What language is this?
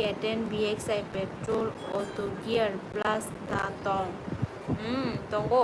Kok Borok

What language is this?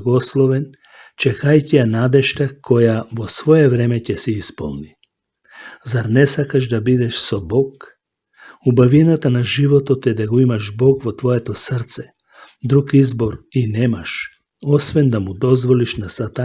Macedonian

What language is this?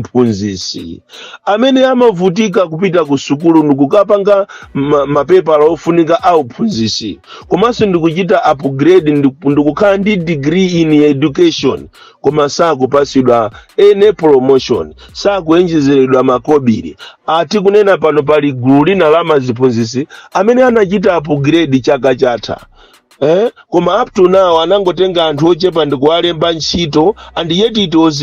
Nyanja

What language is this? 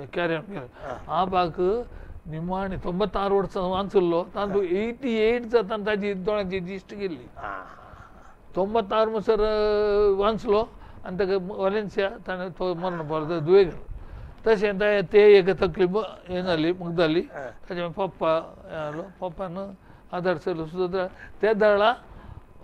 Konkani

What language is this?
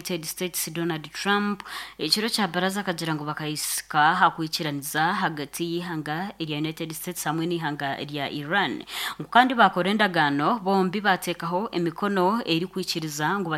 Nyankole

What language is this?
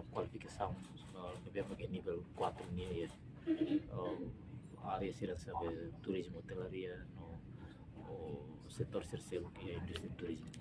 Tetum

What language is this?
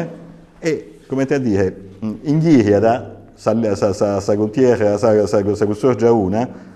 Sardinian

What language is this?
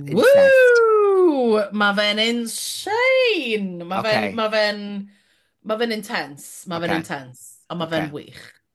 Welsh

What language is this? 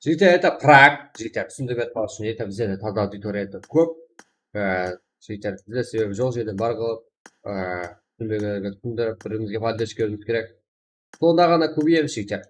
Kara-Kalpak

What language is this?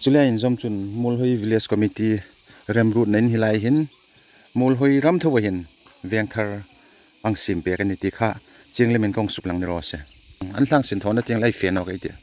Hmar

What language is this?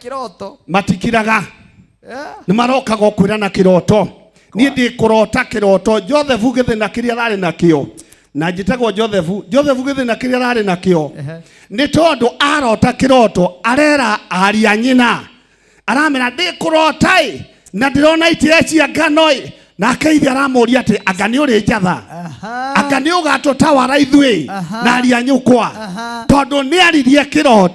Kikuyu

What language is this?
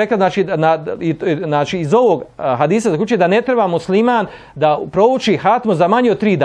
Bosnian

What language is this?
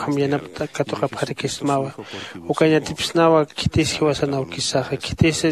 Aymara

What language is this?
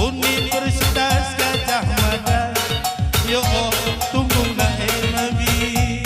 Batak Karo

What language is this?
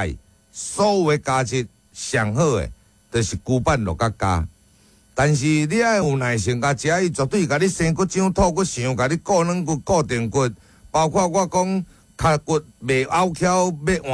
Min Nan Chinese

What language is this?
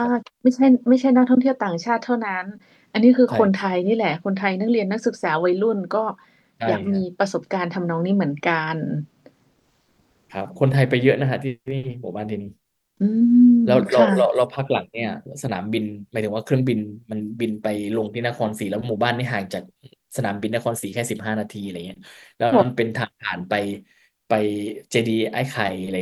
Thai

